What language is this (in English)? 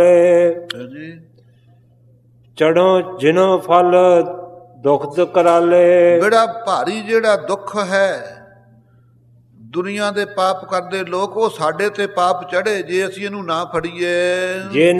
Punjabi